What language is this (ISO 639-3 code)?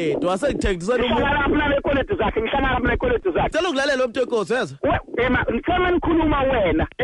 zul